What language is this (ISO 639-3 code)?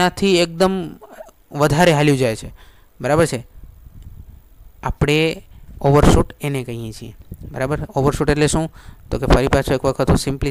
guj